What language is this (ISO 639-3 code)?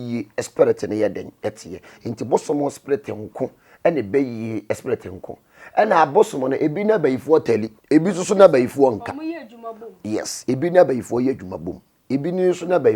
aka